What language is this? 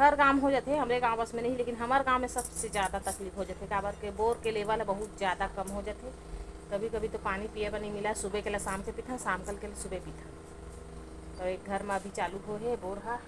Chhattisgarhi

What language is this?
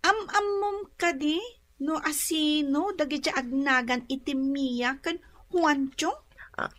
Iloko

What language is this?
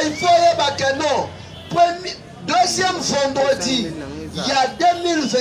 Lingala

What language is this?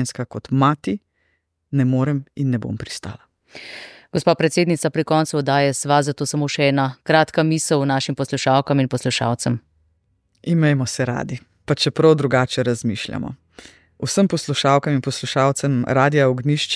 Slovenian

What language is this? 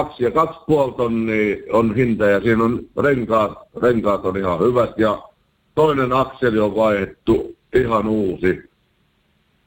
Finnish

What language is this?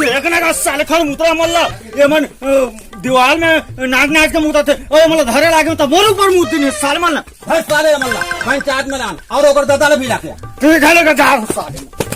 Chhattisgarhi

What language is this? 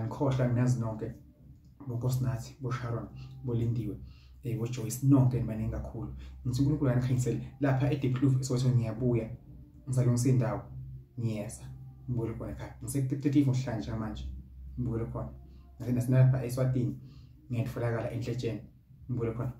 Zulu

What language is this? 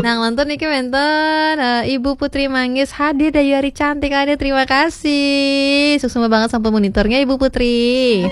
Balinese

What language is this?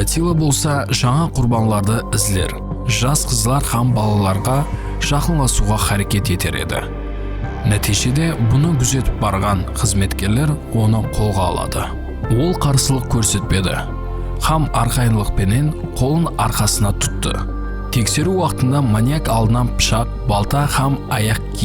Kara-Kalpak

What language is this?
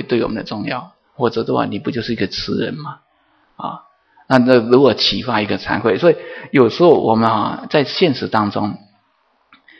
Chinese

